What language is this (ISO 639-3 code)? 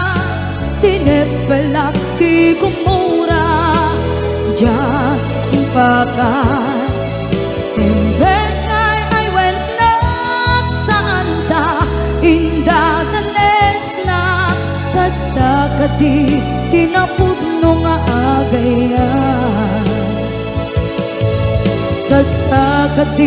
ilo